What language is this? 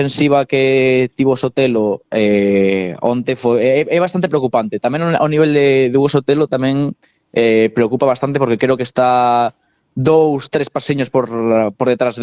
Galician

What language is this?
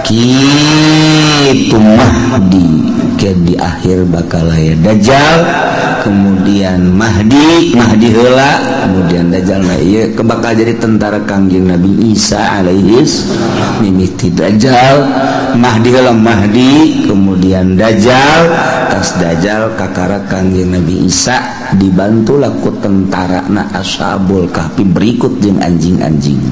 Sundanese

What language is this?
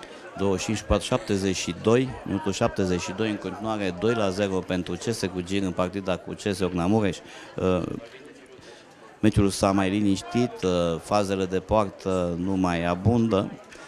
Romanian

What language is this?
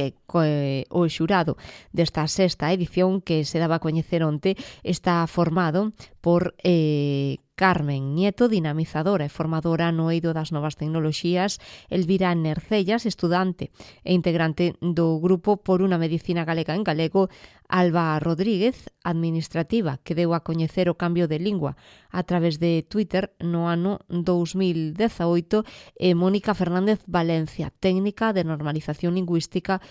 Galician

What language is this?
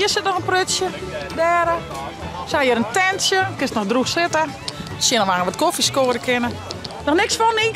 Western Frisian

